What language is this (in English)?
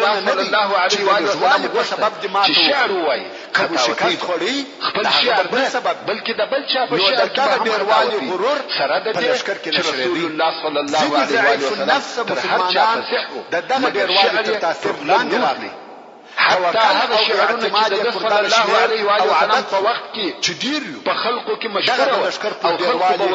Pashto